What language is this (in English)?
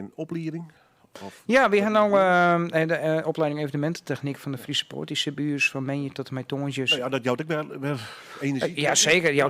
Western Frisian